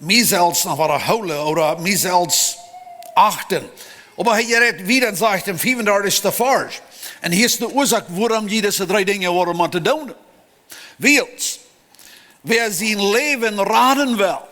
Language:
Plautdietsch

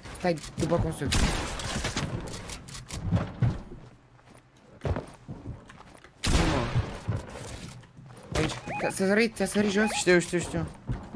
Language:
Romanian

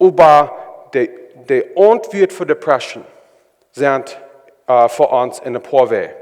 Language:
Plautdietsch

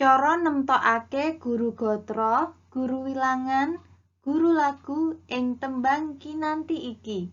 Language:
Javanese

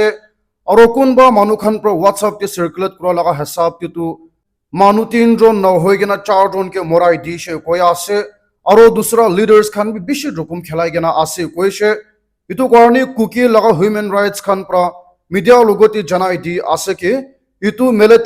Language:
Naga Pidgin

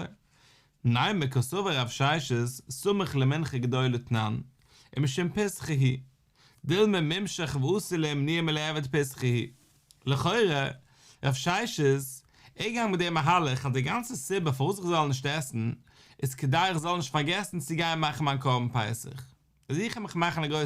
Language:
Yiddish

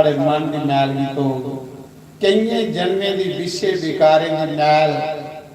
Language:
Dogri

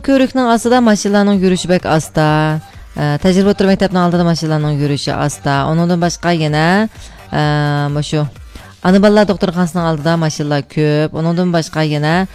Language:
Uyghur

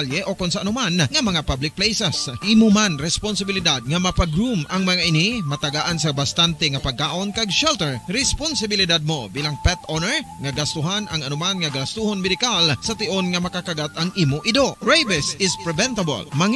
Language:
Hiligaynon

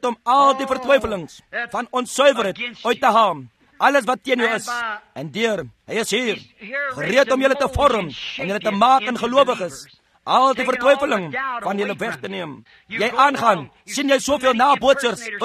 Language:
Afrikaans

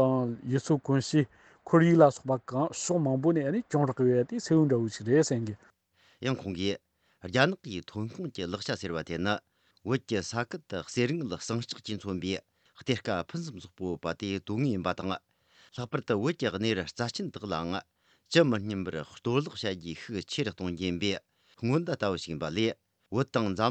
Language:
Tibetan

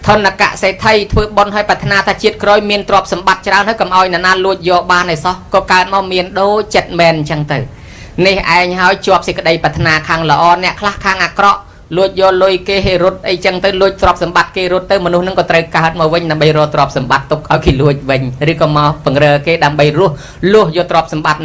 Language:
Khmer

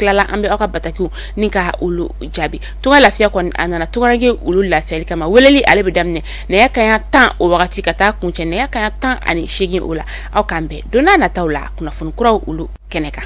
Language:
Bambara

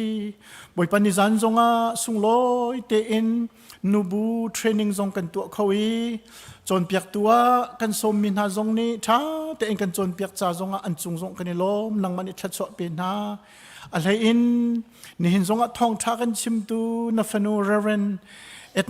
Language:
Hakha Chin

